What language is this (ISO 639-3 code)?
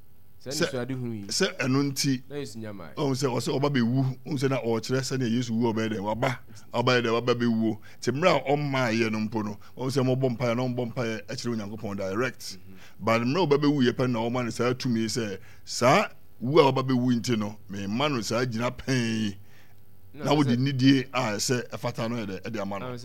aka